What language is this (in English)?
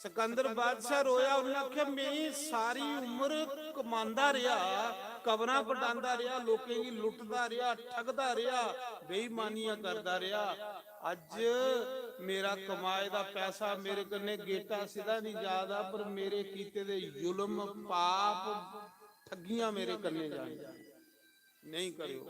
Dogri